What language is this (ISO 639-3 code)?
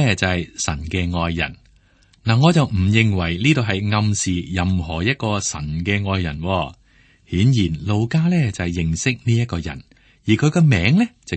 yue